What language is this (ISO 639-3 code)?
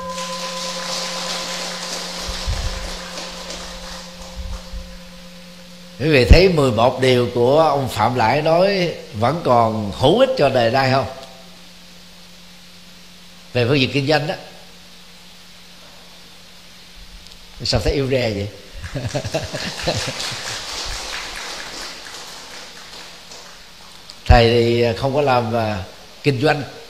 vie